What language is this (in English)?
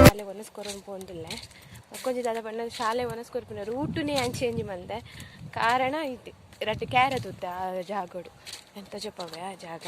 Tulu